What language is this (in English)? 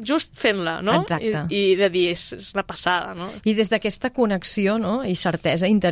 Catalan